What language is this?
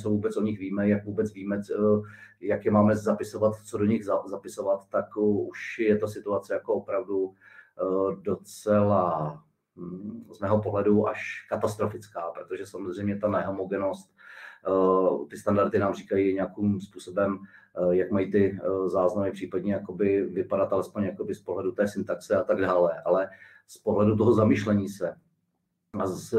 Czech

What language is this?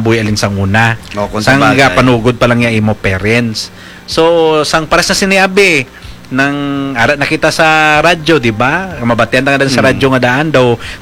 Hiligaynon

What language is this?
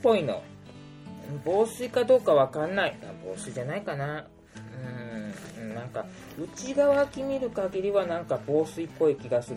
Japanese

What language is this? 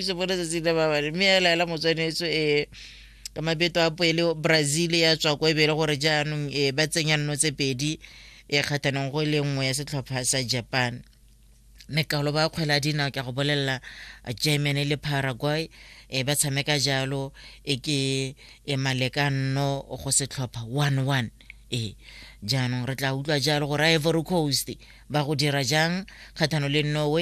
Tswana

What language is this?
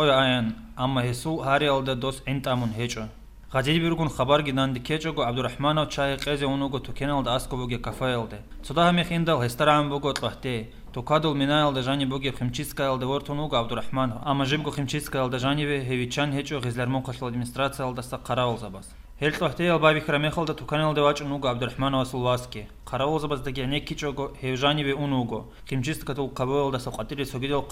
Avaric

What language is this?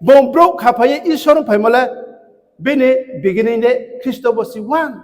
Riang (India)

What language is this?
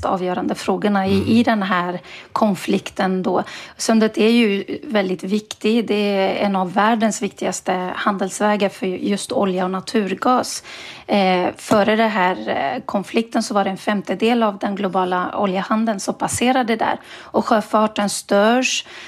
Swedish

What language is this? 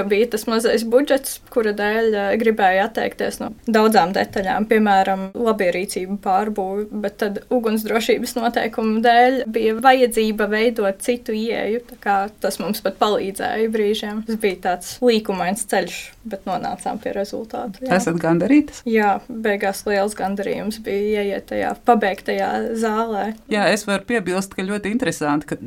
Latvian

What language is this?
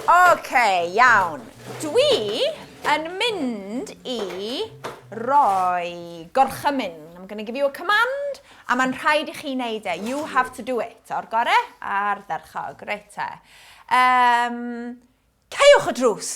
Welsh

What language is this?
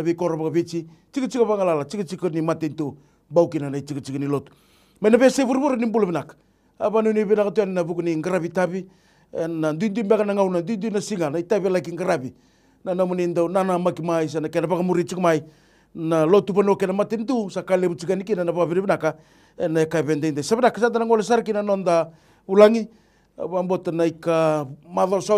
Fijian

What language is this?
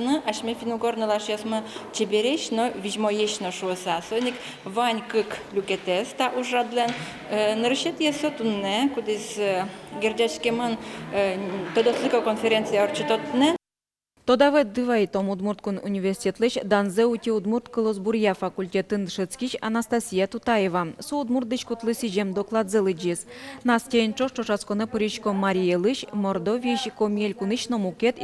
Udmurt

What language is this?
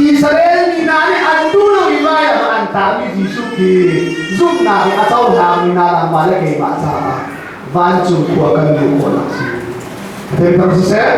Hakha Chin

